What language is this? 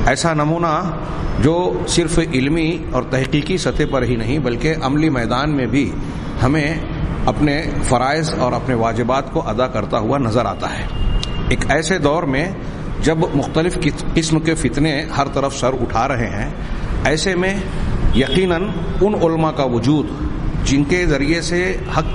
Urdu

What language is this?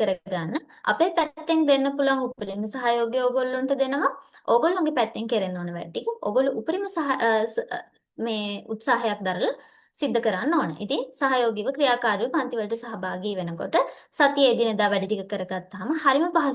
Sinhala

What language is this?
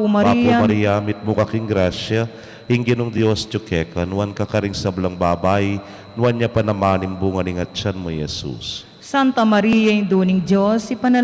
Pampanga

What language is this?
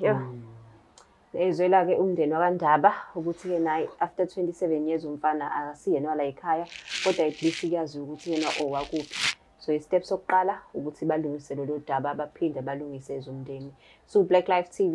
Zulu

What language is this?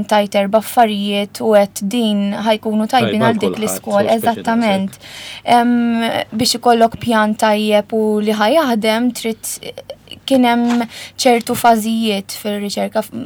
Maltese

